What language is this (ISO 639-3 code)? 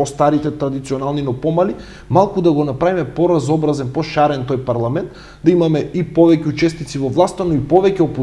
mkd